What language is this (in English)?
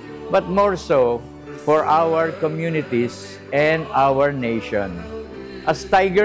Bikol